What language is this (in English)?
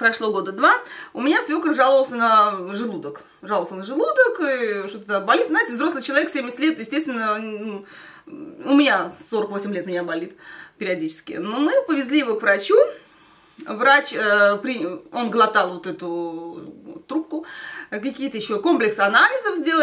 Russian